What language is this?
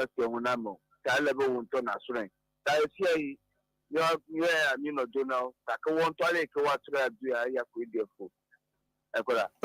Ewe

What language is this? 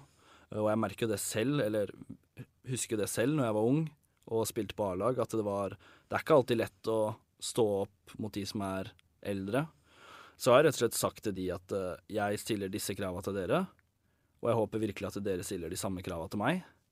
Norwegian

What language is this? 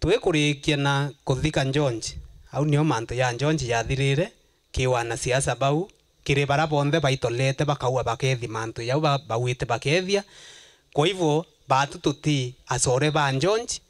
Meru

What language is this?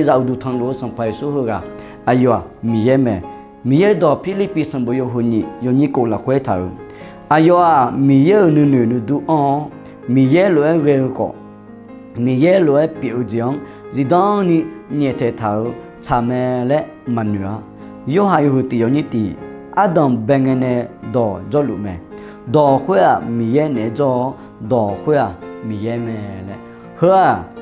Akha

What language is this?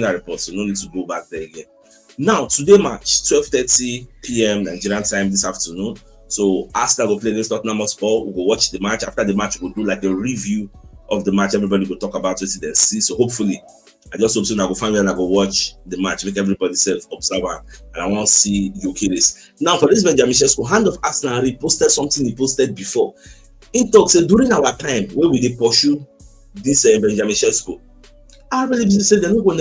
Nigerian Pidgin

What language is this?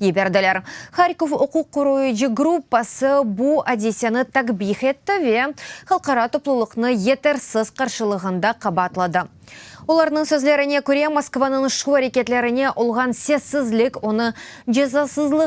Crimean Tatar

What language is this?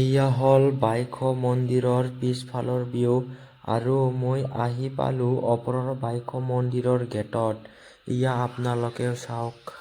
Assamese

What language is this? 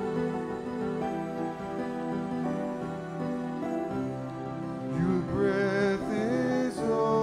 English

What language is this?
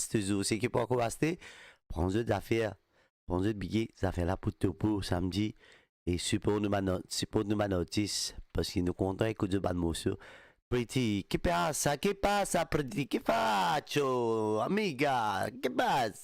Morisyen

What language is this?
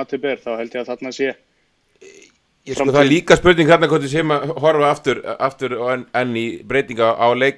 Icelandic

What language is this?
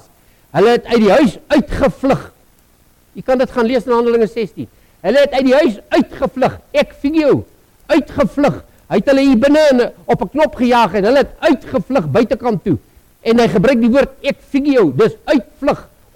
Afrikaans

